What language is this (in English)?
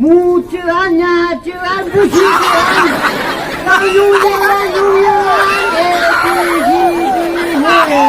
Phom Naga